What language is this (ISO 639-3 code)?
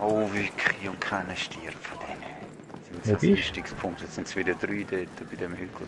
gsw